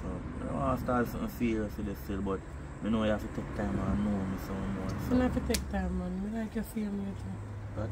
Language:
Jamaican Creole English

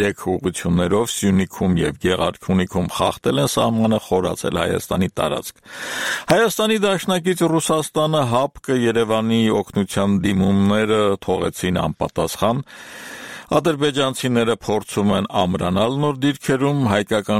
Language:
Armenian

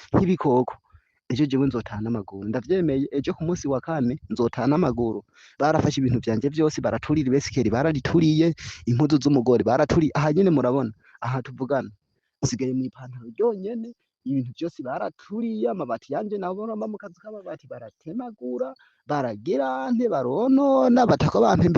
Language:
Rundi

